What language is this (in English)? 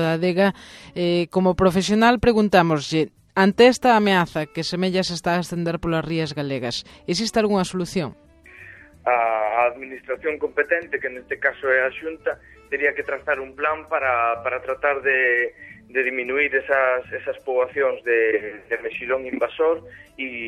Galician